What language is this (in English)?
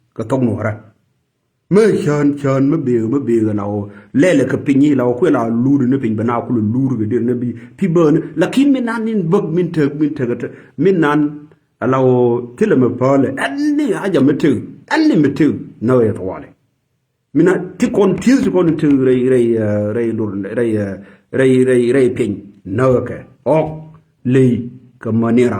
Nuer